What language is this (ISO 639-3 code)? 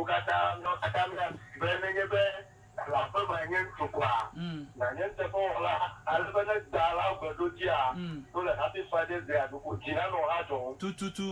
ewe